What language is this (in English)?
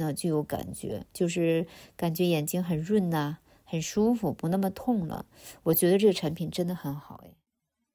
Cantonese